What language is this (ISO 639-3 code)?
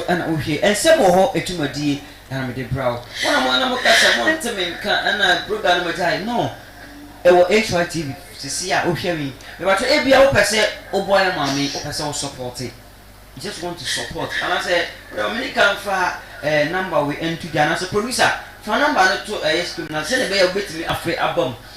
aka